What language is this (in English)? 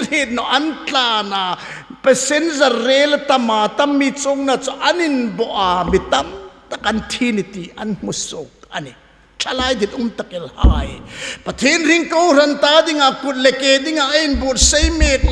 Hmar